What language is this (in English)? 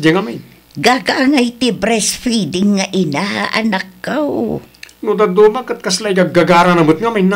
Iloko